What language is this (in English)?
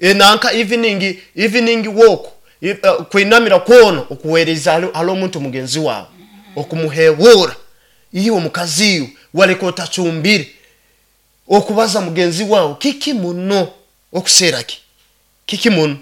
Nyoro